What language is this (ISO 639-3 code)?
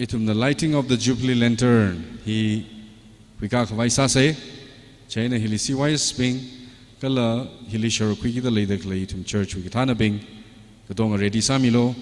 nmf